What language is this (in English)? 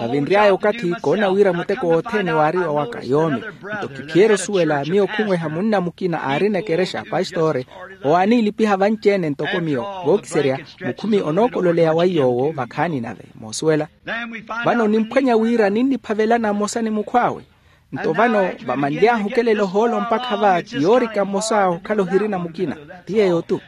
Makhuwa